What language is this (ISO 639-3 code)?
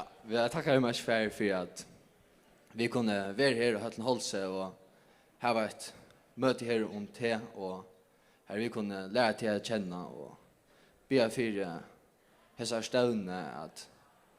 fao